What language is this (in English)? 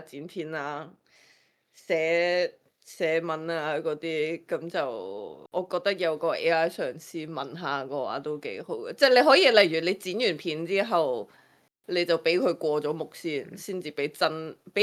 Cantonese